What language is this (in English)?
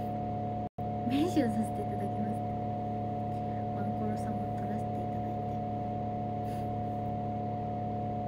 Japanese